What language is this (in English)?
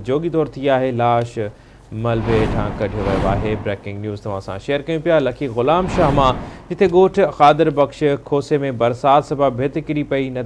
Sindhi